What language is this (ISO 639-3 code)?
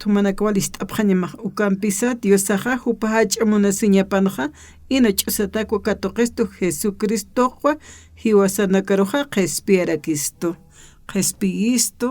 aym